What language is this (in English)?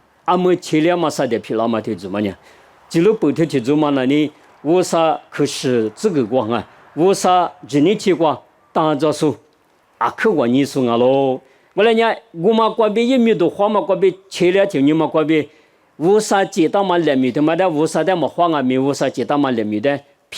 Lisu